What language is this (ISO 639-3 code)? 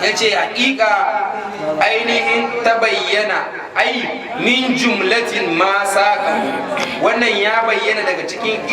hau